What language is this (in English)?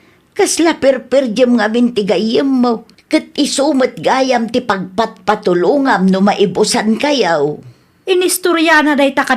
Iloko